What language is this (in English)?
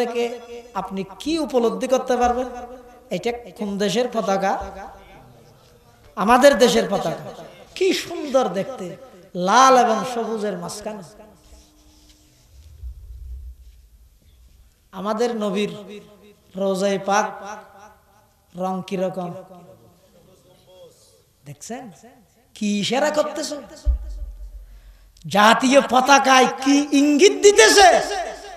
Bangla